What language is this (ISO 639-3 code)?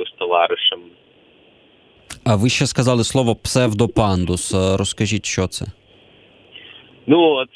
ukr